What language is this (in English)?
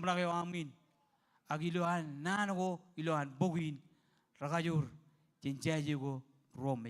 Marshallese